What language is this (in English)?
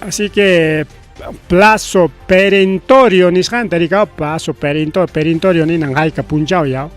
Ayacucho Quechua